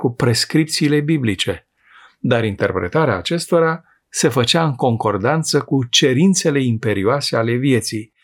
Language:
Romanian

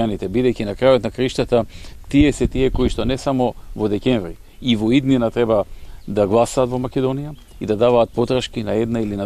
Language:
Macedonian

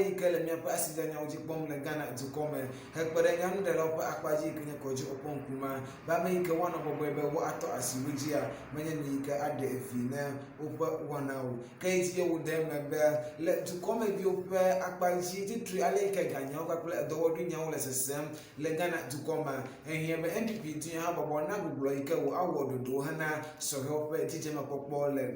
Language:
Ewe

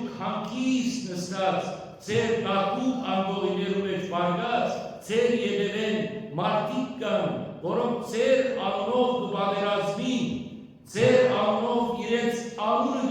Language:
Western Armenian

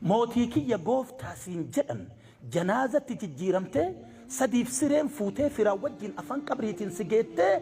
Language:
Oromo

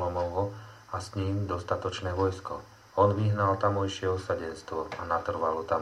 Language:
Slovak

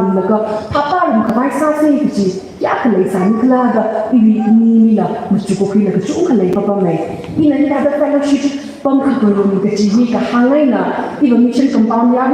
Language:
Tangkhul Naga (India)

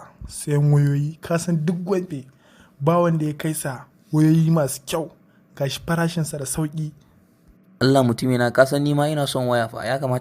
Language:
Hausa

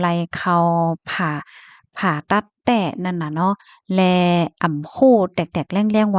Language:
Shan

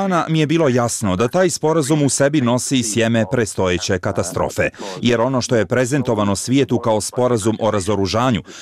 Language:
Bosnian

